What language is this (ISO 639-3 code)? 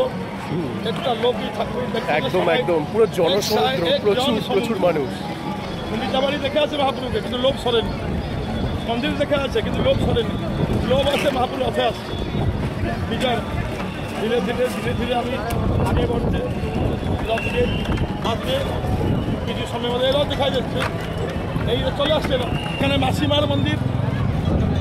ben